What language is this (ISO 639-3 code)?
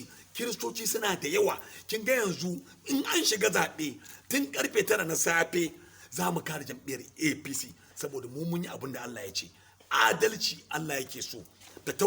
hau